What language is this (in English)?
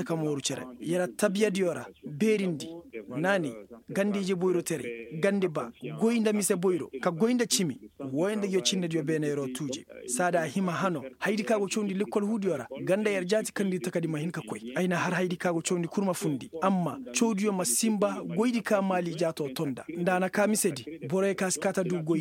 Koyraboro Senni